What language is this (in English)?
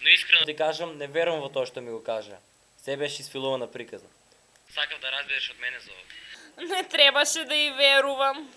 Macedonian